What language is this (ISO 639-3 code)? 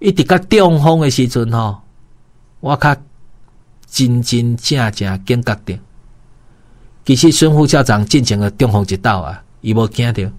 nan